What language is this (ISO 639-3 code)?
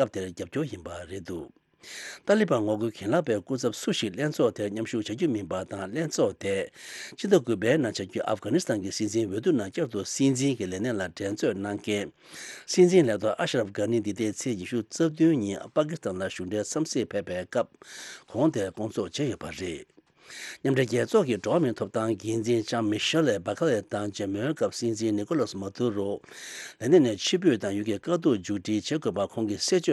bod